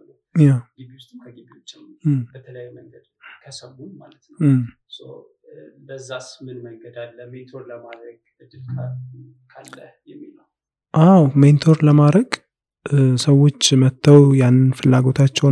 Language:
Amharic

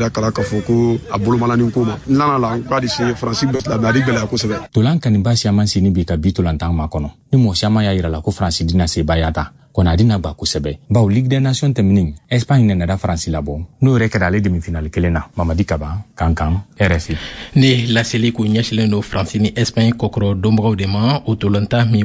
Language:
Bambara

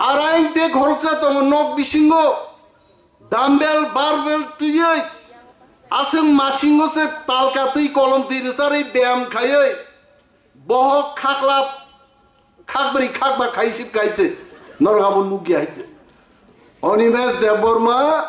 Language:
Kok Borok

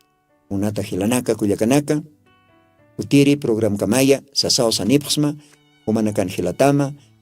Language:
Aymara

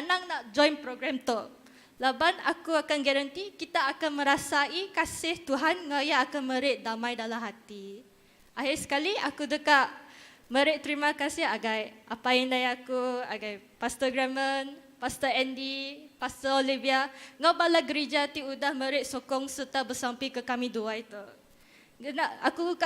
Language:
Iban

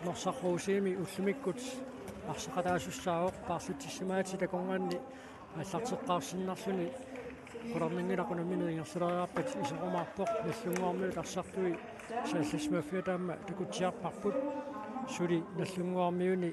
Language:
Kalaallisut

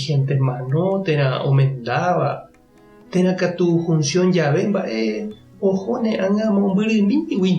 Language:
Guarani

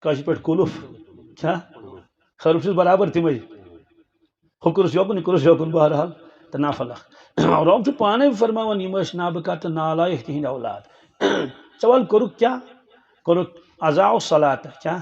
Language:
Kashmiri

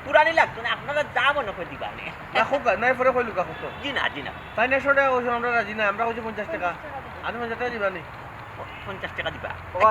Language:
Sylheti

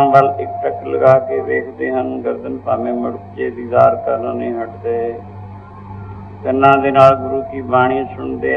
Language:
Punjabi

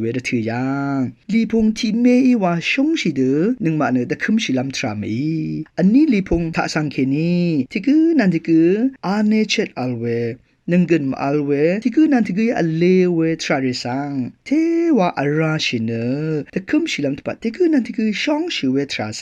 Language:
Rawang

